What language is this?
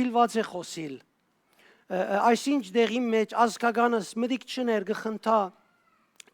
Western Armenian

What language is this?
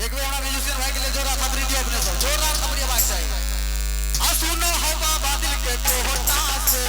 Maithili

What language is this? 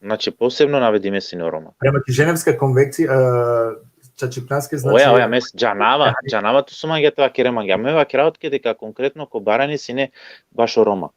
Balkan Romani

